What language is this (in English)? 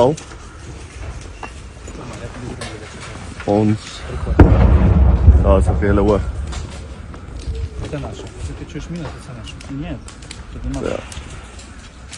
Afrikaans